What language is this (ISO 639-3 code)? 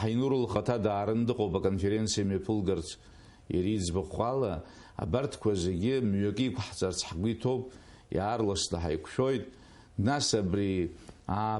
abk